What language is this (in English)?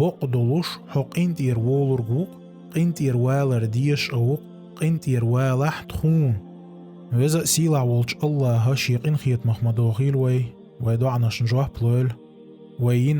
Chechen